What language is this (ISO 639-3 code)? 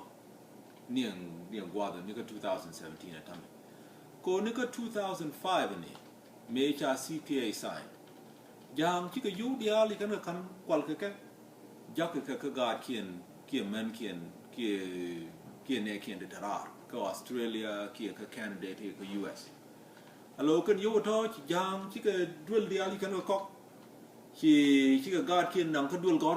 nus